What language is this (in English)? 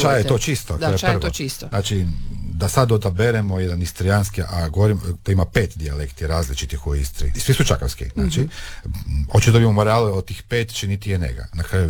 Croatian